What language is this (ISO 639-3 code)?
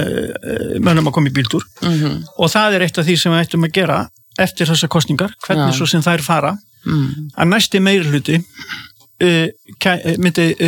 isl